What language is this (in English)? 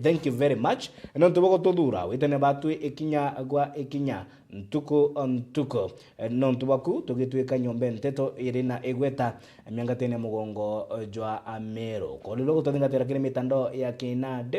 Meru